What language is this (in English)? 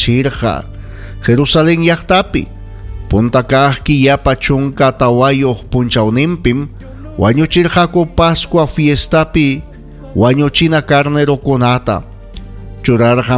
Ayacucho Quechua